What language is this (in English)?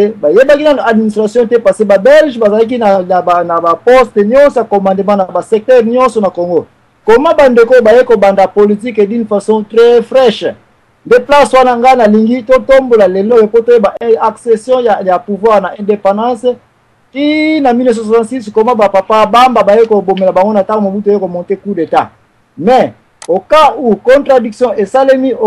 Lingala